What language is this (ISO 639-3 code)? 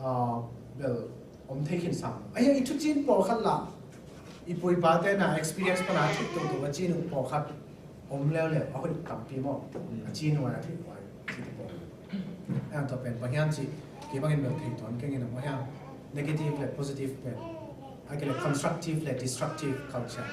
ctd